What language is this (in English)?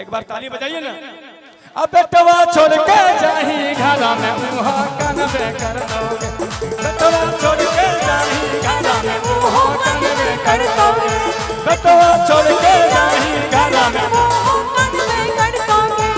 Magahi